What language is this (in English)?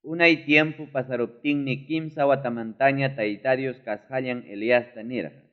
Ayacucho Quechua